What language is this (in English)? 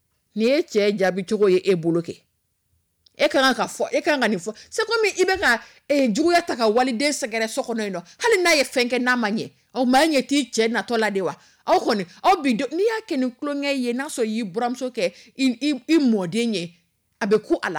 Dyula